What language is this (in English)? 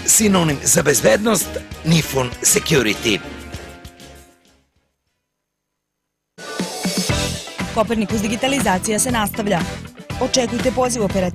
Serbian